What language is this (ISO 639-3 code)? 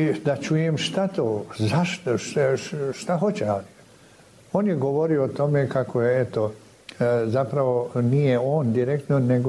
bos